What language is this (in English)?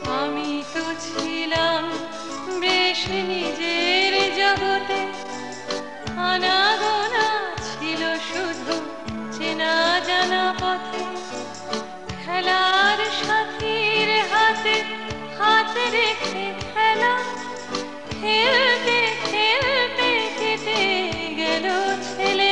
Bangla